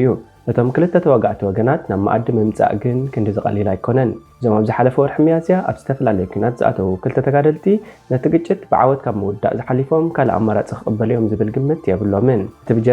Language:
Tigrinya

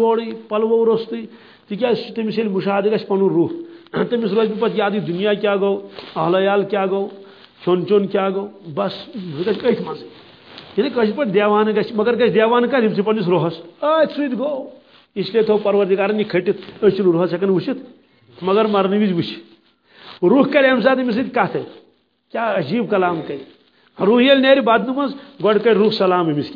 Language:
Kashmiri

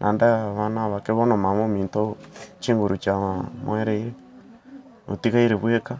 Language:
Gusii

